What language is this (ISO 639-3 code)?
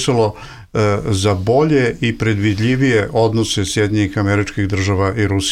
bos